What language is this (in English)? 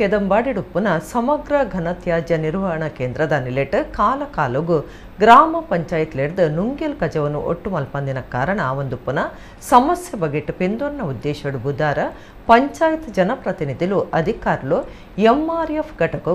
Tulu